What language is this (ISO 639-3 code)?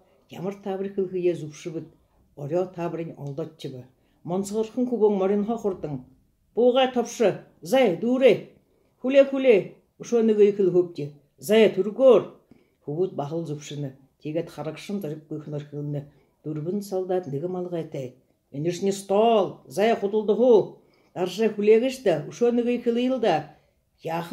bua